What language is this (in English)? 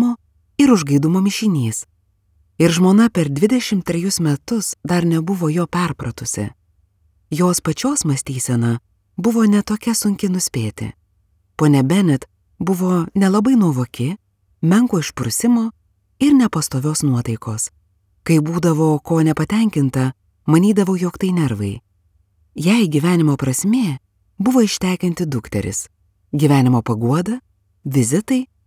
Lithuanian